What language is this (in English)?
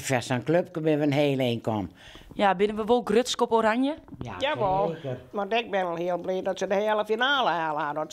Western Frisian